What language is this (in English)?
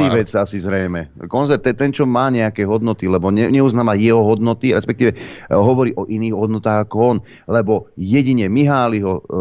Slovak